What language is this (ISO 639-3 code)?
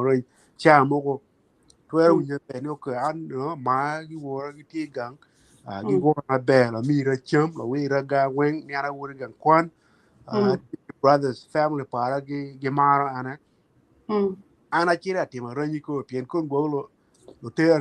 ach